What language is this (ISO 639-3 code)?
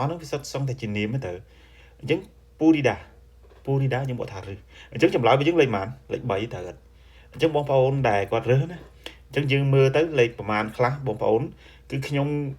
khm